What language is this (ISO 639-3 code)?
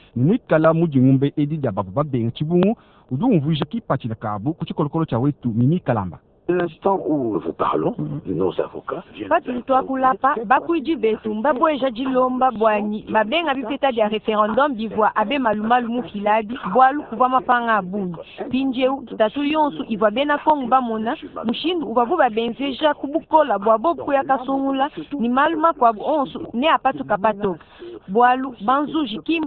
lua